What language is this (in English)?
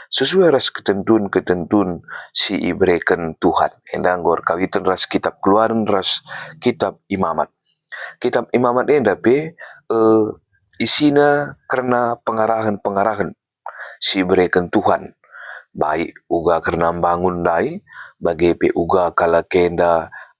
Batak Karo